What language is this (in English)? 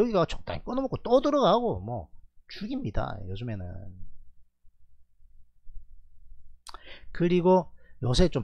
Korean